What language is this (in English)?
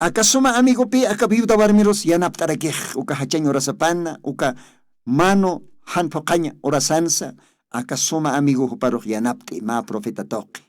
Aymara